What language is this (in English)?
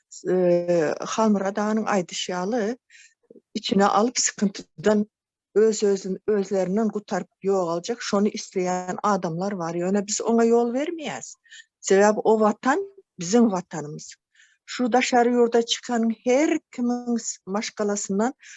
Turkmen